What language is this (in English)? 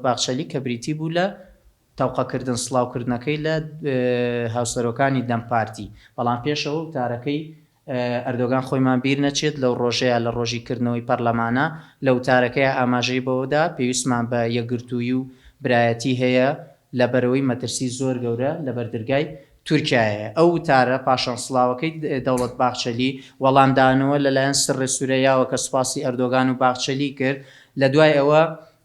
Central Kurdish